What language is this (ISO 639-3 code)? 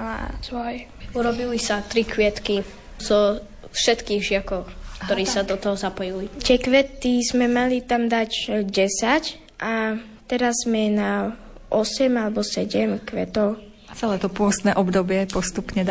slk